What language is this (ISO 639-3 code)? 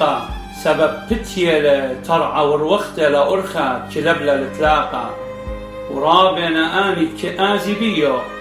aii